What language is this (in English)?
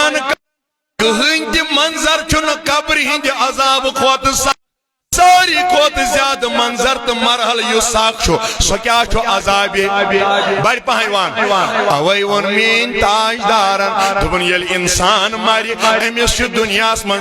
Kashmiri